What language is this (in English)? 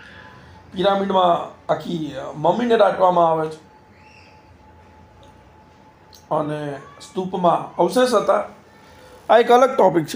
Gujarati